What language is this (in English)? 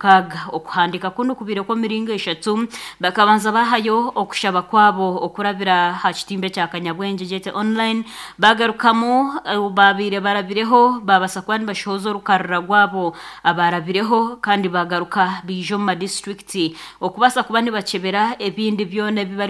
Nyankole